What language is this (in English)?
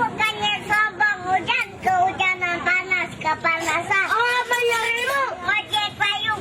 Betawi